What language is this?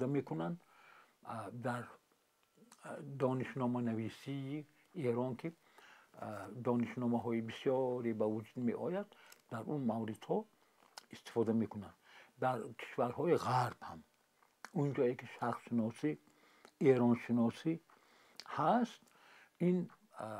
Tajik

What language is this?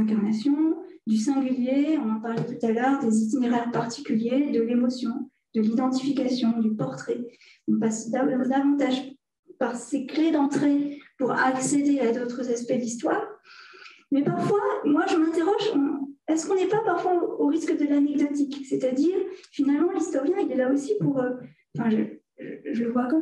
French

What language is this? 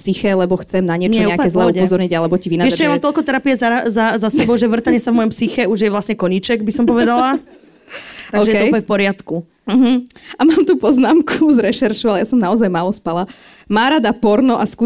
Slovak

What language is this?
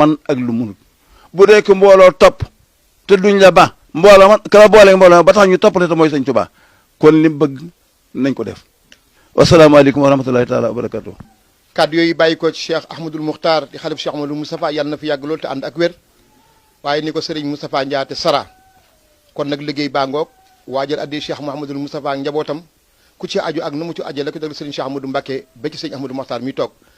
Wolof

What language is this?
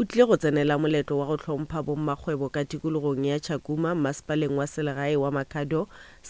Northern Sotho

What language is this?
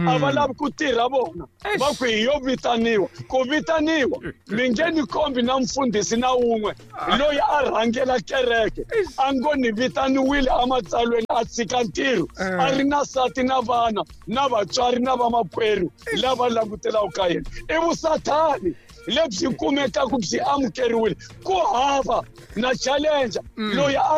Tsonga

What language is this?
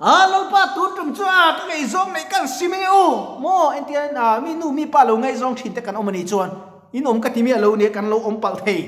Mizo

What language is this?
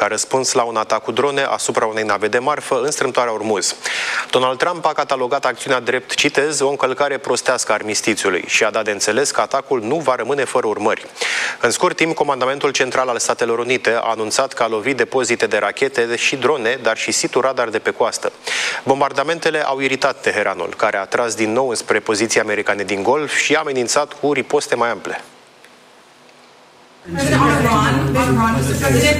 Romanian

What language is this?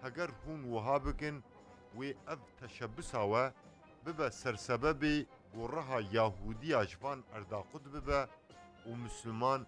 Kurdish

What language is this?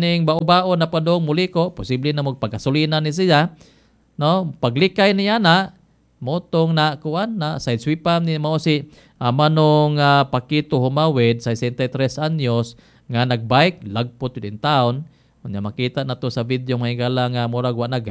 Cebuano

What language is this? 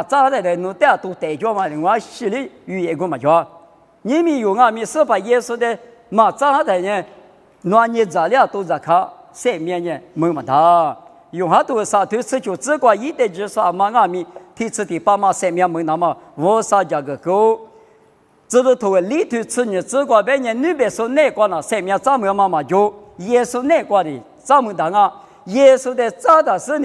Lisu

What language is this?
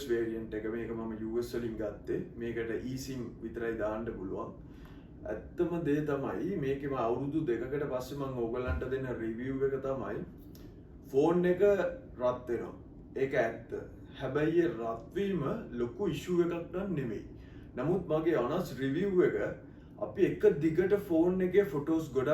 Sinhala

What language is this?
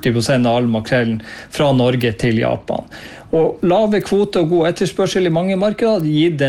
Norwegian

